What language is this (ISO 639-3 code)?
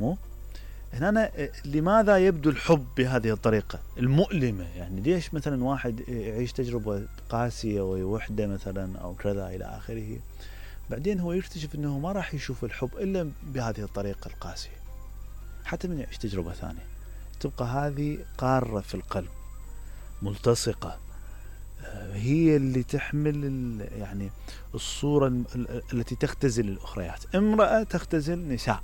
acm